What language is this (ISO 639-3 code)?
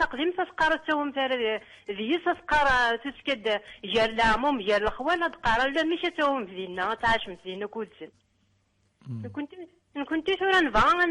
kab